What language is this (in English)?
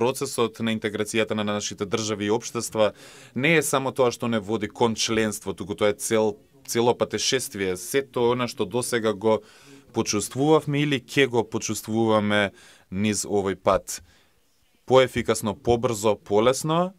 Macedonian